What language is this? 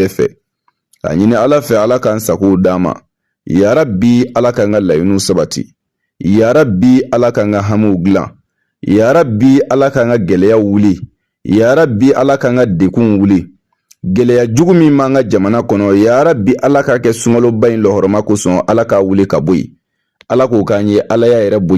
Bambara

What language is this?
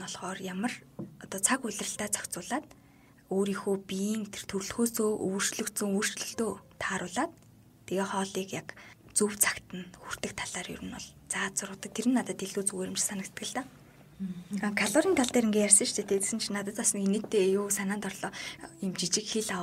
Mongolian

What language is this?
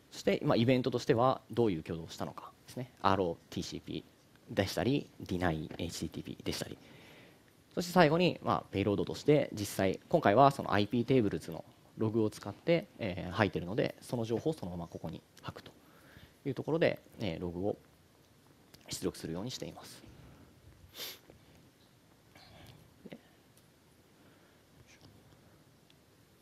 Japanese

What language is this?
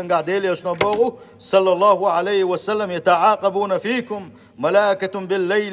Chechen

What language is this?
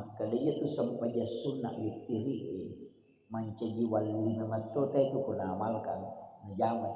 Buginese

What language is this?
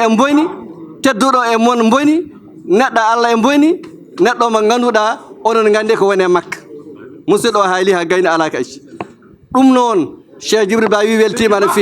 Fula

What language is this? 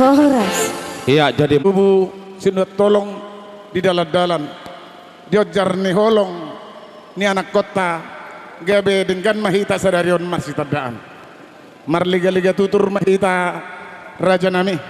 Batak Toba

